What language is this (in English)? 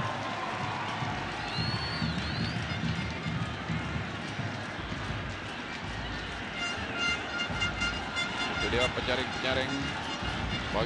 Malay